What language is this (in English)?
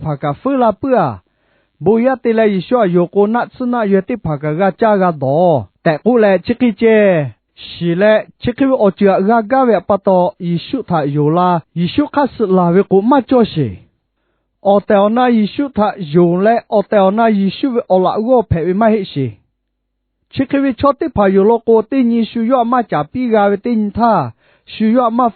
Lahu